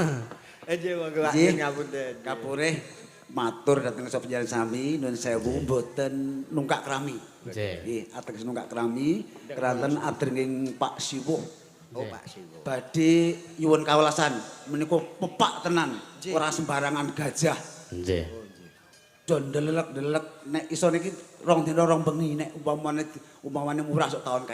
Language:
Javanese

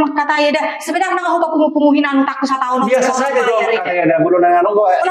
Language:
Batak Toba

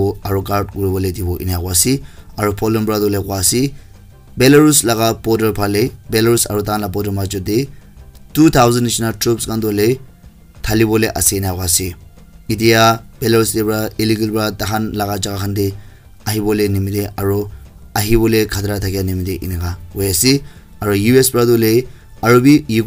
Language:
Naga Pidgin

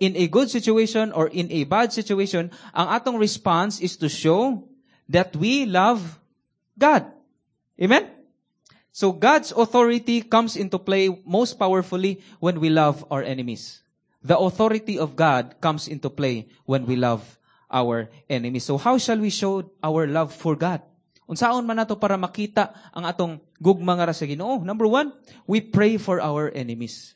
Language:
Cebuano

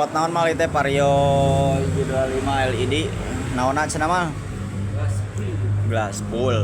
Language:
Sundanese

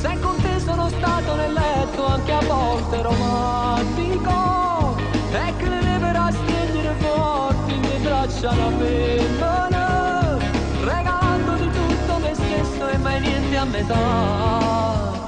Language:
Neapolitan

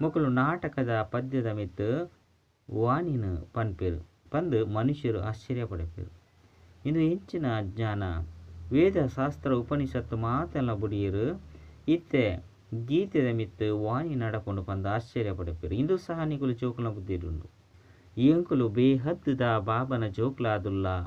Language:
Tulu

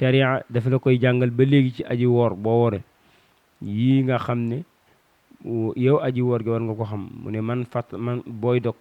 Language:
Wolof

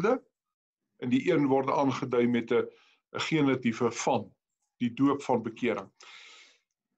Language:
Afrikaans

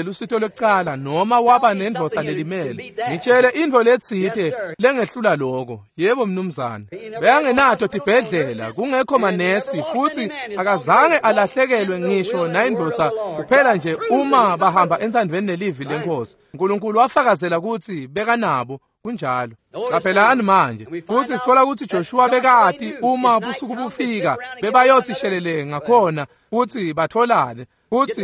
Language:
Swati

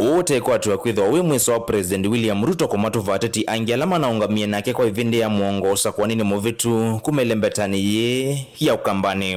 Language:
Kamba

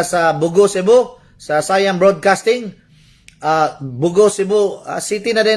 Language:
Cebuano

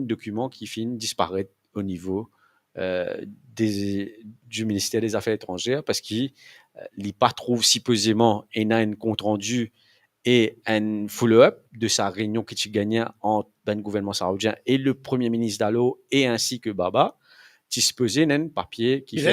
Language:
Morisyen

